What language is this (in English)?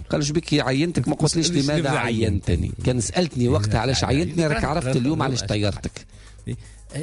Tunisian Arabic